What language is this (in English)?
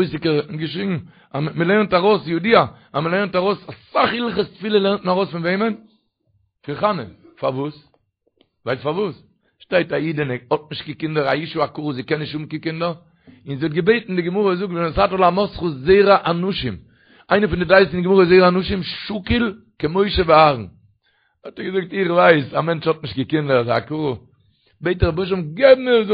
Yiddish